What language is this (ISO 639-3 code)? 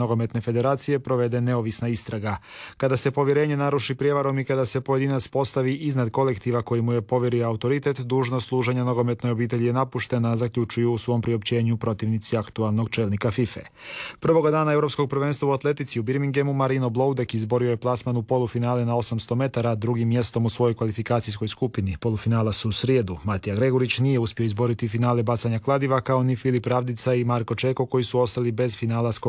hrv